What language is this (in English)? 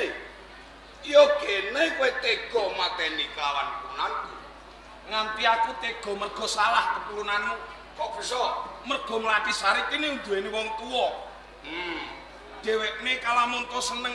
Javanese